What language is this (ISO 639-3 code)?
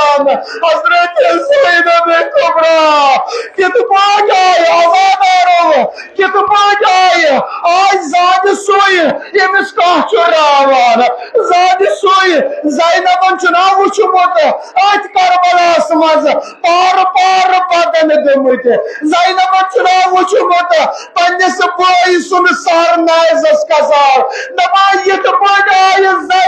kas